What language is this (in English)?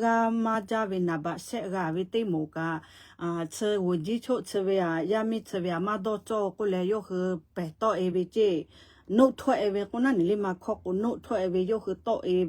Lahu